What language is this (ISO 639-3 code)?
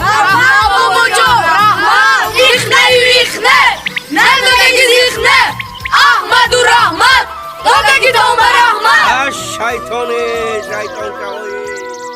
tgk